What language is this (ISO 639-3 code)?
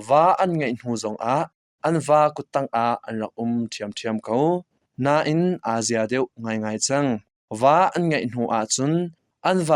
cnh